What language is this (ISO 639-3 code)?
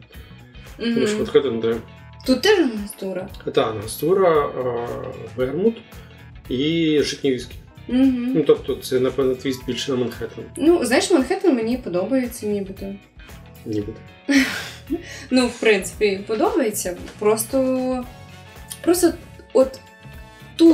ukr